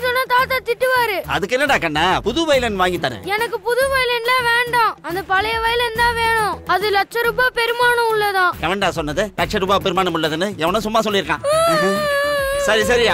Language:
Tamil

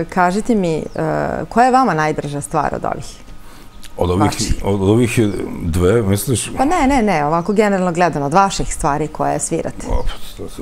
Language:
Serbian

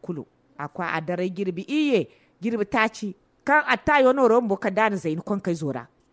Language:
Zarma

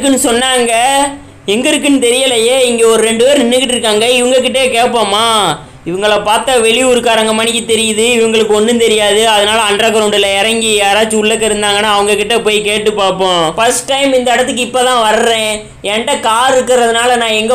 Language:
Tamil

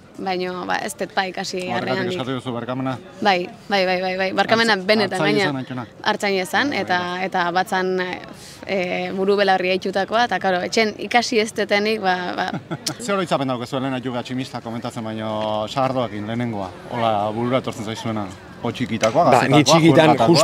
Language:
Basque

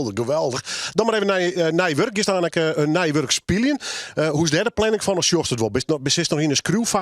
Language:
Western Frisian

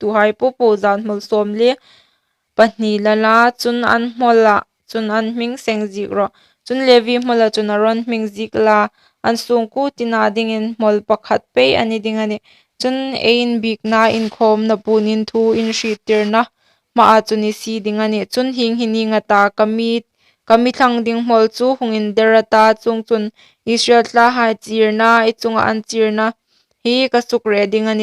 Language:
Hmar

